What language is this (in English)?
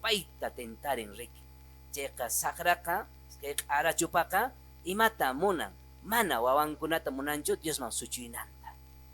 Quechua